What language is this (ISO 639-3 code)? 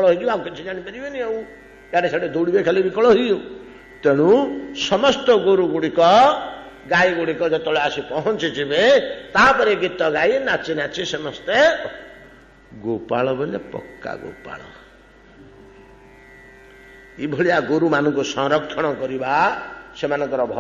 ori